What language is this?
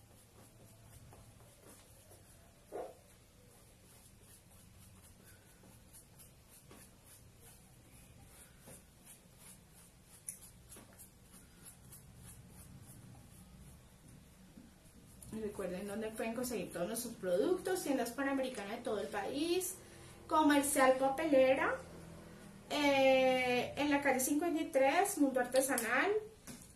Spanish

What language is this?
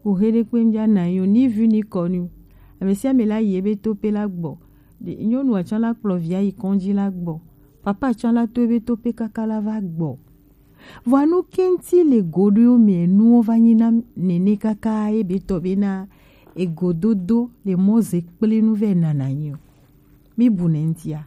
Gen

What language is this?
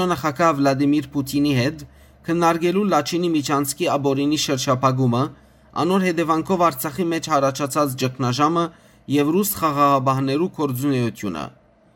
Western Armenian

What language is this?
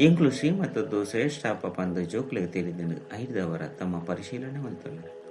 Tulu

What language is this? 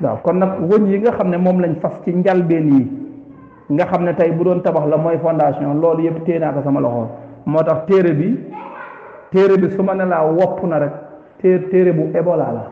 Wolof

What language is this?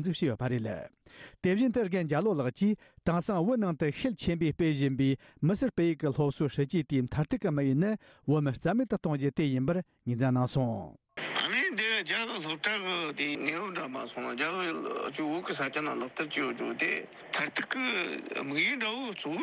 Tibetan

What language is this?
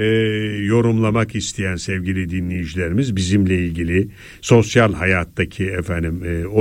Turkish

